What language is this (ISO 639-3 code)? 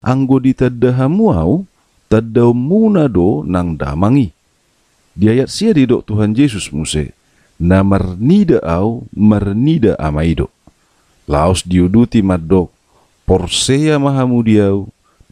bbc